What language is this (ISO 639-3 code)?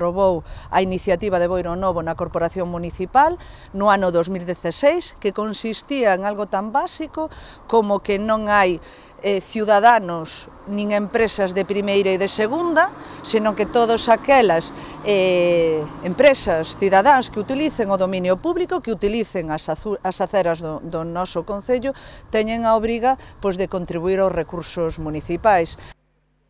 glg